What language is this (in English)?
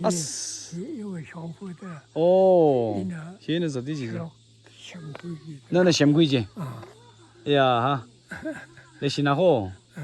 Tangkhul Naga (India)